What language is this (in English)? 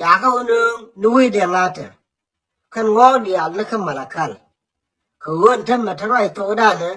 Nuer